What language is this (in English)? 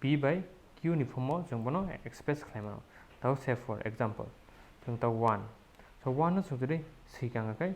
Kok Borok